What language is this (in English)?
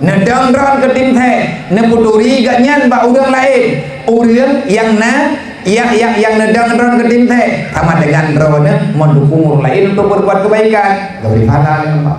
Achinese